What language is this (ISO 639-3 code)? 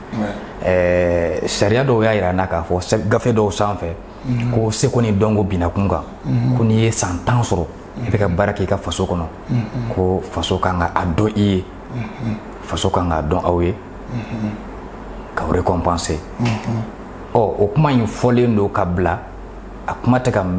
bam